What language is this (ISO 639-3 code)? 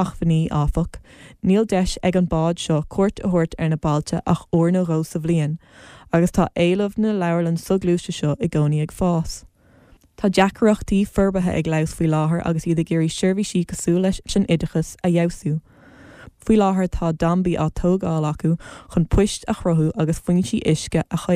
gle